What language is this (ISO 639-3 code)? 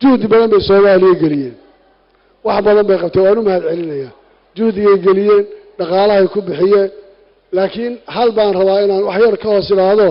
som